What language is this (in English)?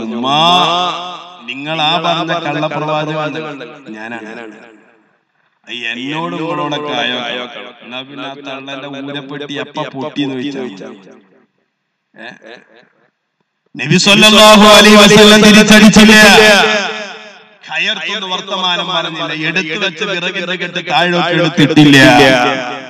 Malayalam